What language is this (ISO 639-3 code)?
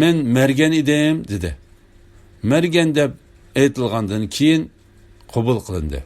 uig